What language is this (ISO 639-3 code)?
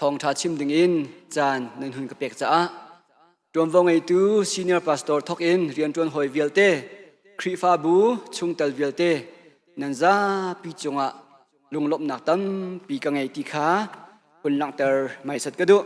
cnh